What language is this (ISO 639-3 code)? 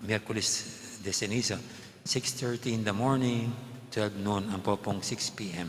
pam